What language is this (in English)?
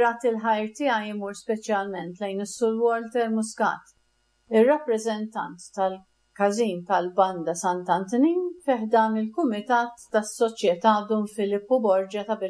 Maltese